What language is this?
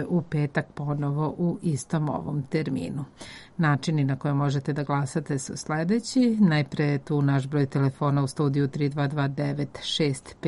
Serbian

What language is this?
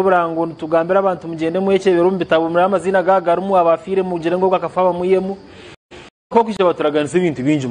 Nyankole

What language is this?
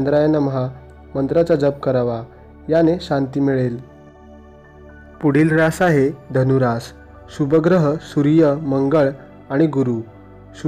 Marathi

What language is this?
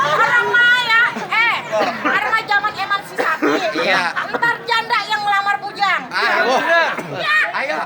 Betawi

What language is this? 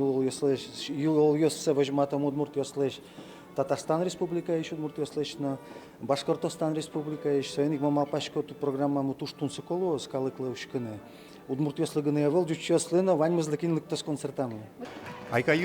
Udmurt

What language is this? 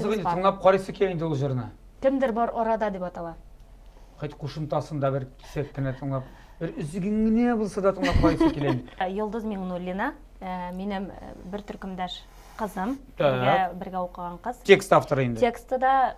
Tatar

